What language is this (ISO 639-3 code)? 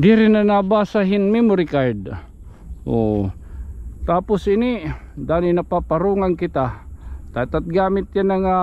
war